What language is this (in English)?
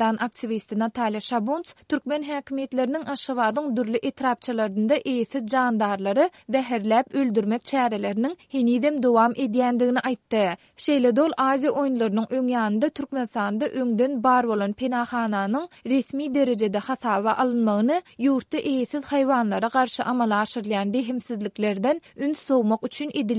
Turkmen